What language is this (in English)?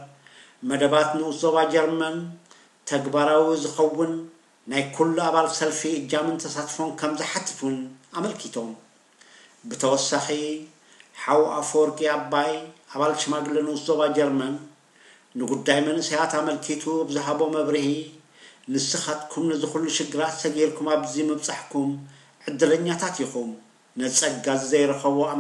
Tigrinya